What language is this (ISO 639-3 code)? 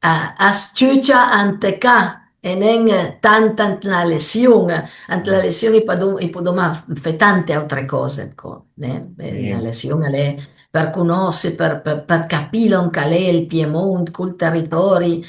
pms